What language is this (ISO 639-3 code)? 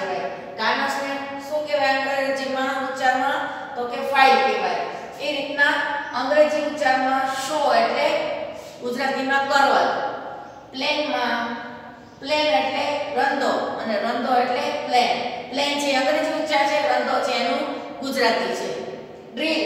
guj